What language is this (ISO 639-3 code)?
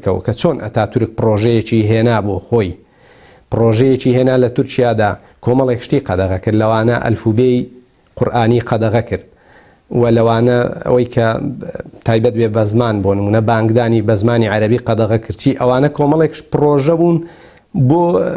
ckb